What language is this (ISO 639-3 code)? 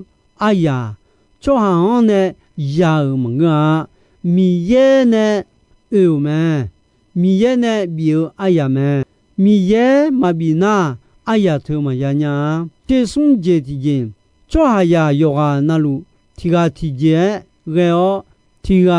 ahk